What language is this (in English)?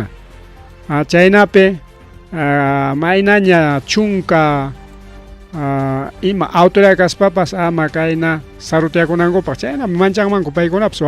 Ayacucho Quechua